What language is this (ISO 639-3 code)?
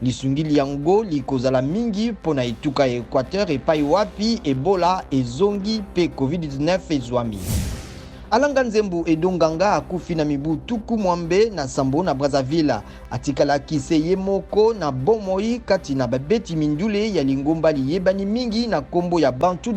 lin